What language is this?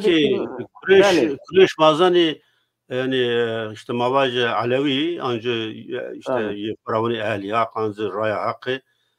Zaza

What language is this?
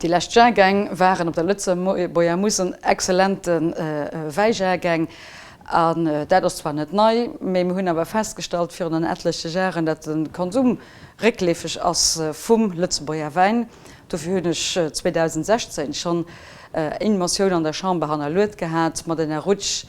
Luxembourgish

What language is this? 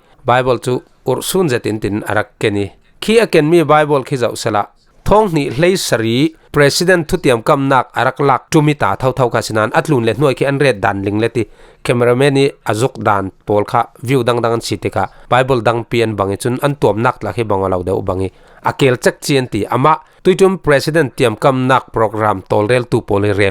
Falam Chin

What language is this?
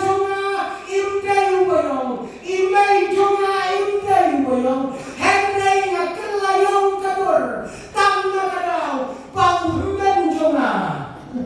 Khasi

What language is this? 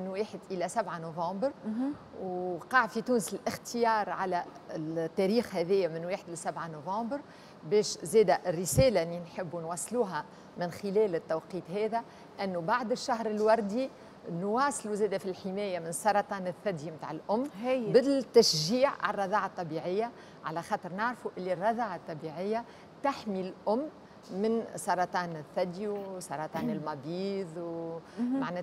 Tunisian Arabic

